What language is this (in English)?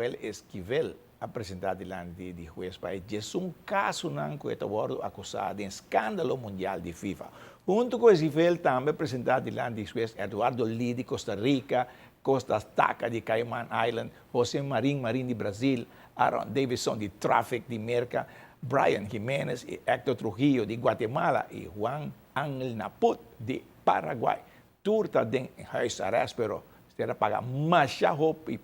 Papiamento